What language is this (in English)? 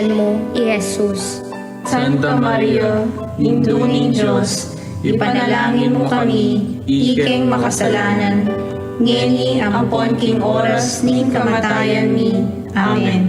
Pampanga